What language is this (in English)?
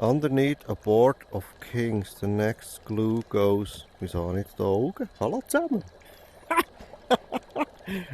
Swiss German